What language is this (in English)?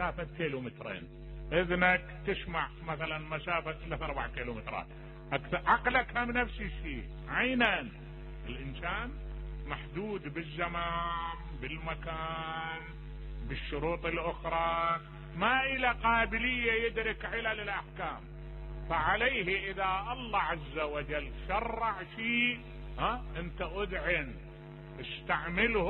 Mesopotamian Arabic